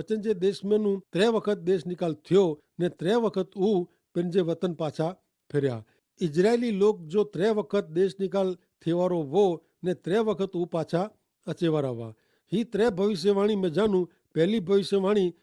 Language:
Kachhi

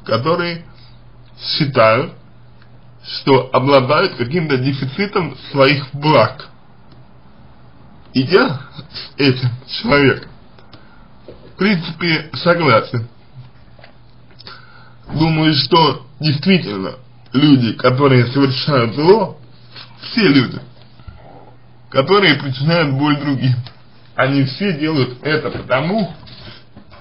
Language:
Russian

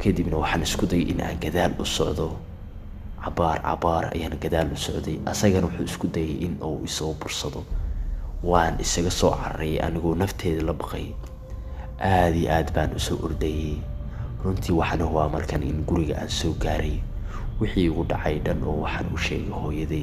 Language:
Somali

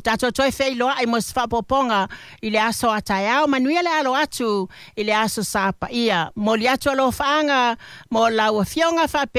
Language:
Samoan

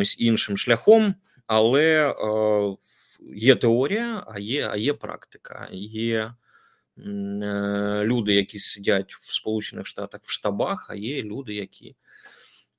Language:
Ukrainian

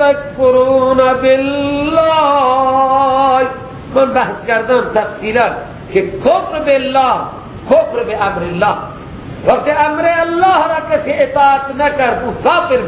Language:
Persian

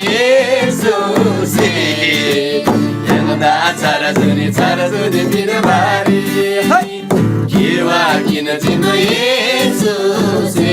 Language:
Eastern Tamang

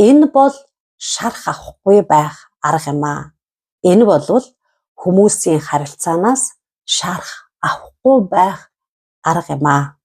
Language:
Mongolian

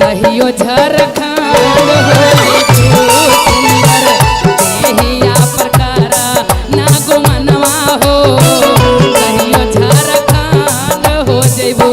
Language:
Magahi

